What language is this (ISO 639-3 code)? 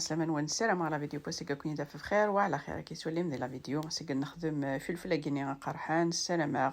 kab